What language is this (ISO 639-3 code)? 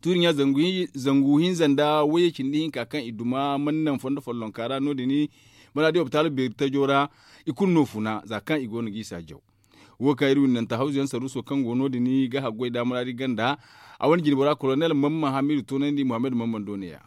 dje